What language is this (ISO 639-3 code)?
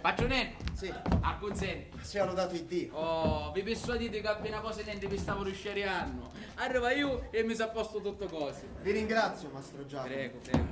scn